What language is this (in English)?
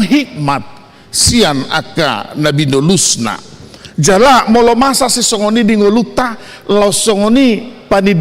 Batak Toba